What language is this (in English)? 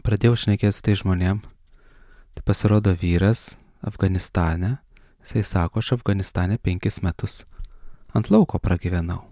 Lithuanian